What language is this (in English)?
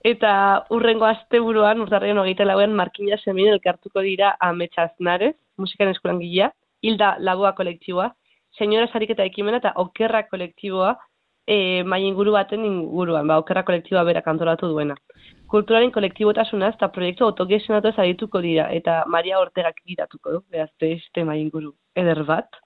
Basque